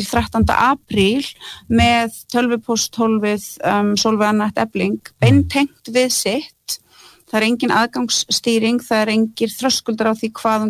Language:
Icelandic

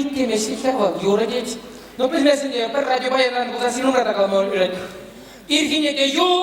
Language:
Chuvash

